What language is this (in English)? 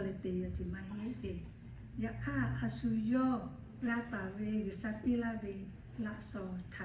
Lahu